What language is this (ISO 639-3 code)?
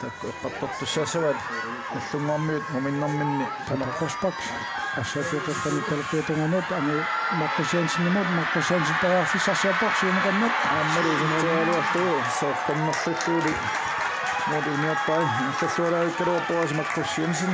kal